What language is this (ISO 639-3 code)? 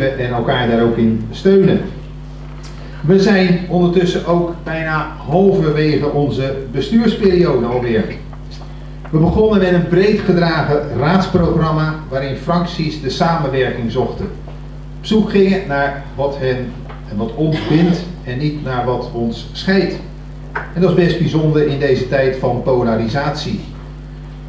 nld